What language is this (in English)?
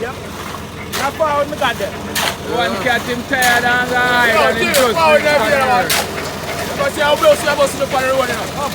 Jamaican Creole English